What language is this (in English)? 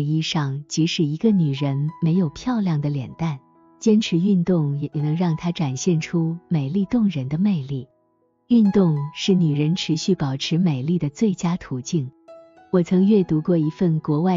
Chinese